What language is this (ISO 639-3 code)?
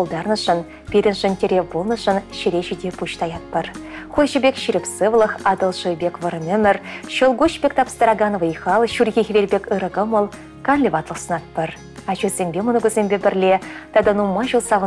chv